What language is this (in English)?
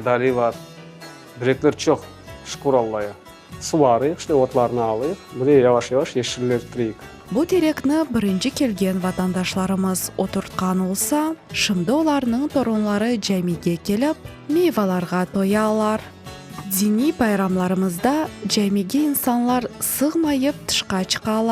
Crimean Tatar